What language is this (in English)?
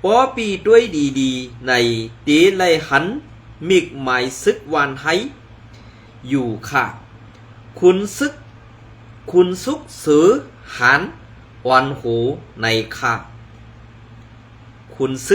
Shan